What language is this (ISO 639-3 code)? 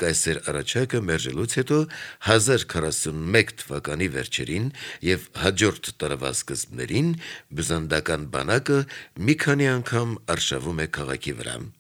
hye